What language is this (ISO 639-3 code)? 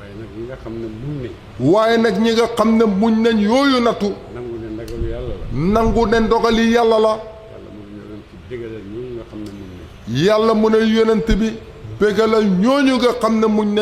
wol